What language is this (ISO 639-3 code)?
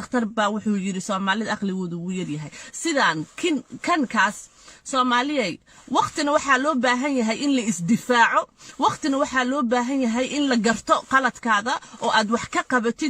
som